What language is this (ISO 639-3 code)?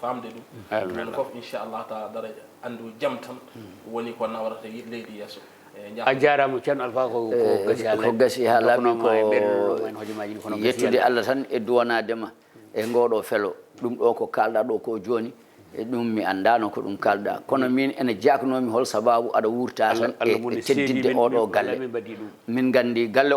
ful